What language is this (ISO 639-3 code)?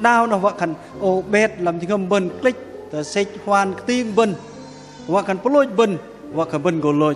bdq